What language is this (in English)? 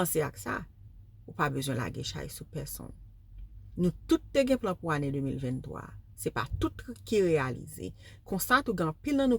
Haitian Creole